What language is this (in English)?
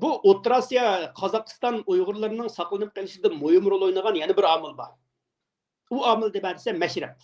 Uyghur